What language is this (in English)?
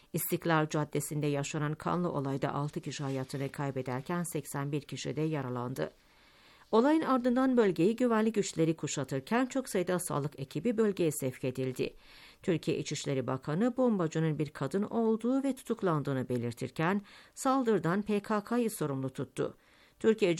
Turkish